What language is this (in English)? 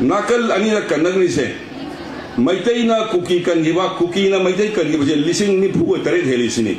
Manipuri